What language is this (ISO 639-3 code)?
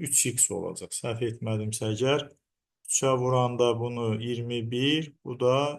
aze